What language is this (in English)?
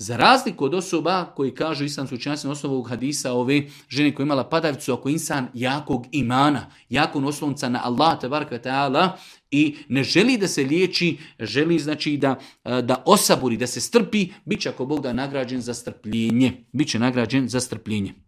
Bosnian